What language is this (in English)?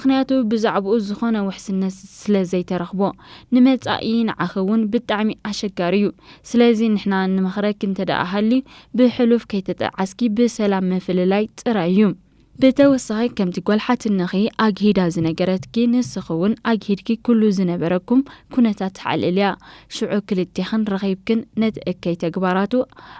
Tigrinya